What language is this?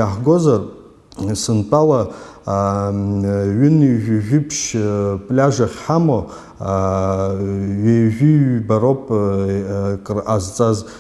Abkhazian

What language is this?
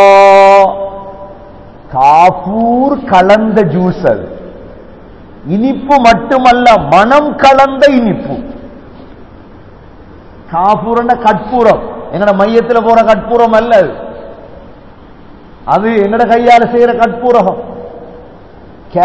Tamil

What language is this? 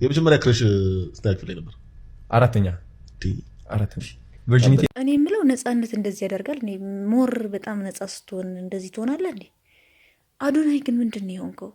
Amharic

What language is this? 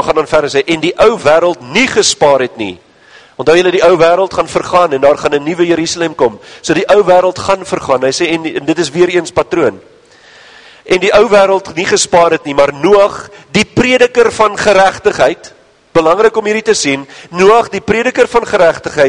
Afrikaans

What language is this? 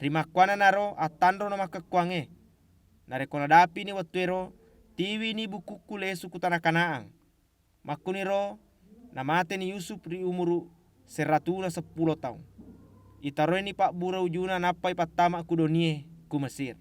Buginese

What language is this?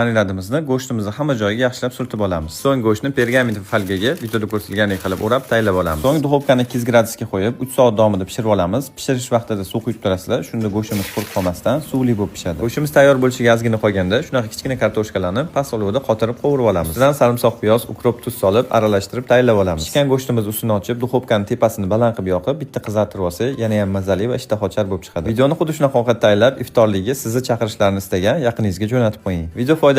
Uzbek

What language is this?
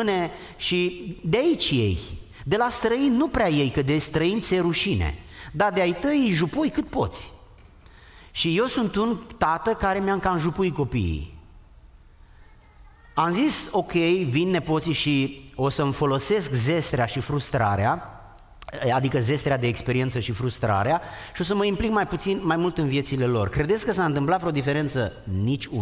Romanian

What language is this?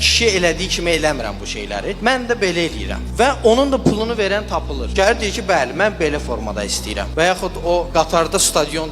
Azerbaijani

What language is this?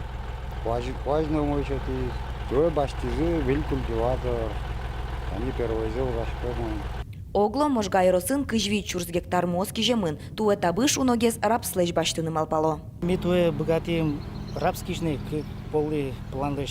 Udmurt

